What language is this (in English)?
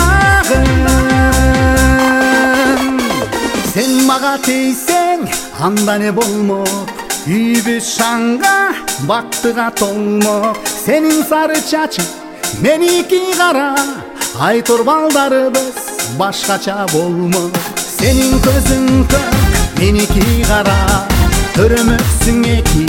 Kyrgyz